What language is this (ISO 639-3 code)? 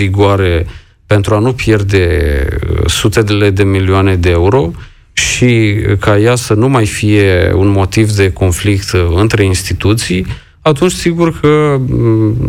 ron